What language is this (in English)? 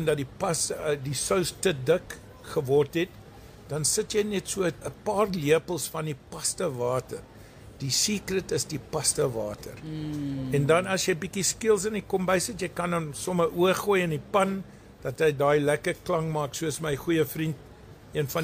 Afrikaans